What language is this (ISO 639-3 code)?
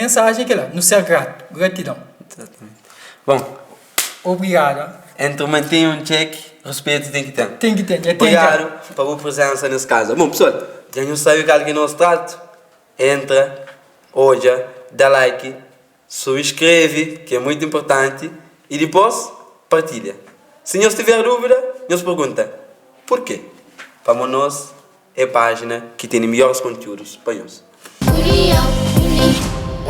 kea